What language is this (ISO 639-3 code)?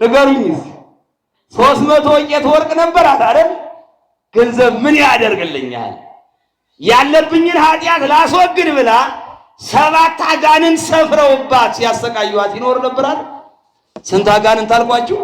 amh